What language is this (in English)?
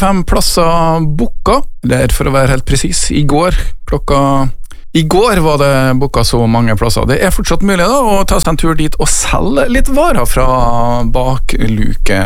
Norwegian